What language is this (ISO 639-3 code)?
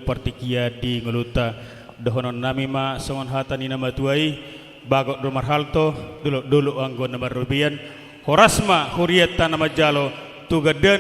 bbc